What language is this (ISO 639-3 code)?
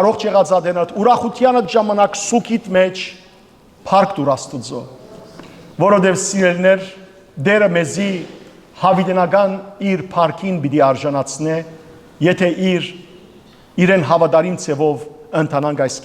hyw